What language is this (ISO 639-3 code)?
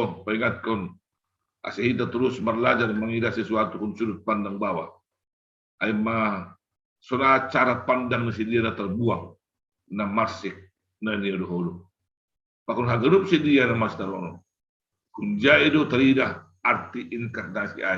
bts